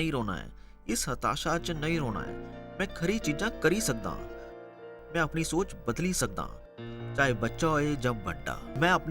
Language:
Dogri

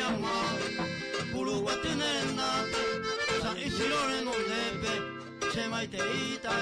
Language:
Guarani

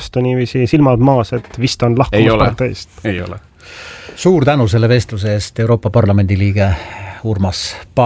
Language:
Estonian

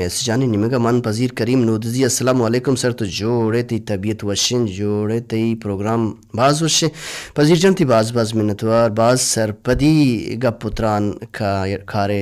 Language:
Baluchi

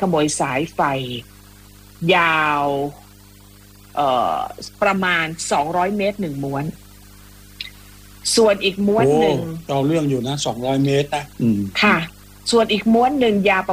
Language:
Thai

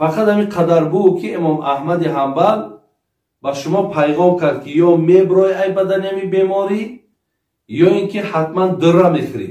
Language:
Tajik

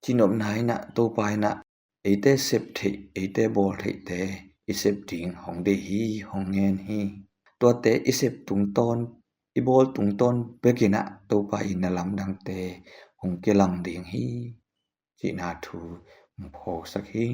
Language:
Tedim Chin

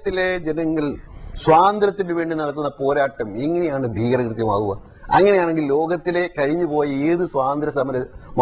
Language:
Malayalam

